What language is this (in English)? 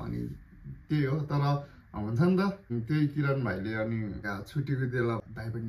Nepali